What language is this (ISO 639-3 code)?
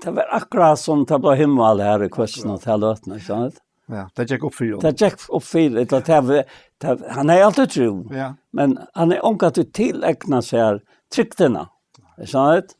fao